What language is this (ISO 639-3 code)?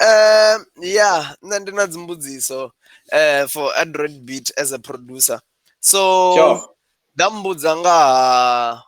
ven